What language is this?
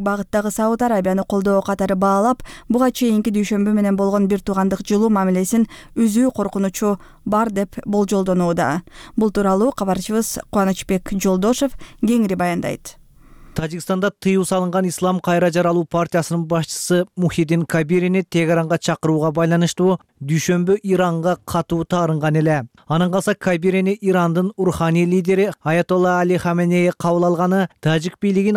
Kyrgyz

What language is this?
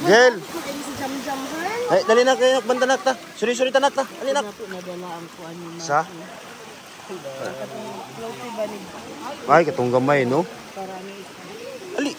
Cebuano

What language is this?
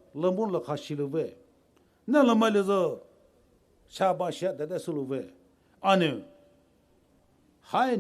Poumei Naga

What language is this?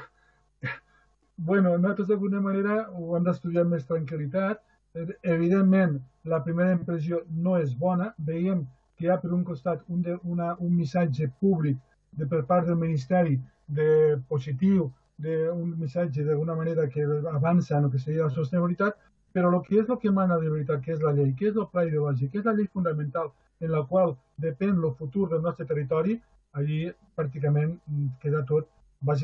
Catalan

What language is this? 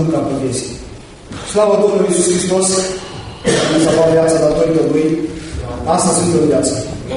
Romanian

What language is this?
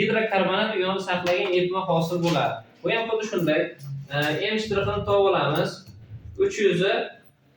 Uzbek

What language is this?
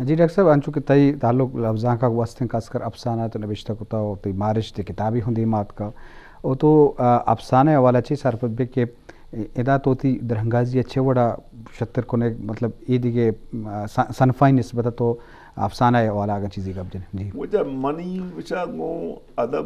Eastern Balochi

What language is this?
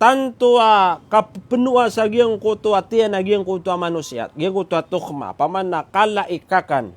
Maranao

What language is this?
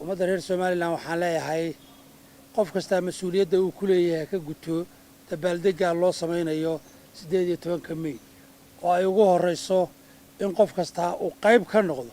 Somali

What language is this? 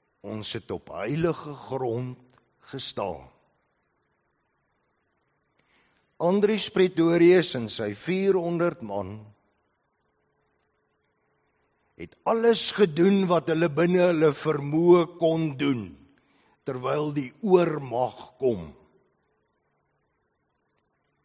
Afrikaans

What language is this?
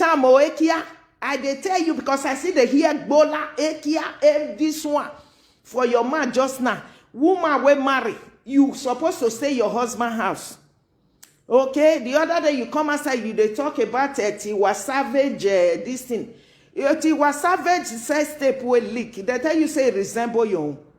Nigerian Pidgin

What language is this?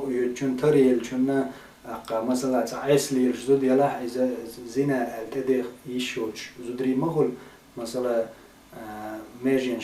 Chechen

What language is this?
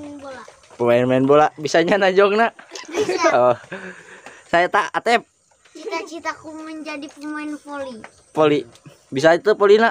Sundanese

